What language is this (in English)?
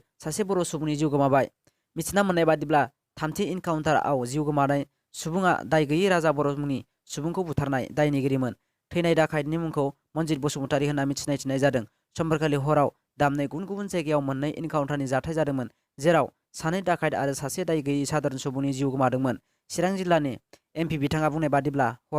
Bodo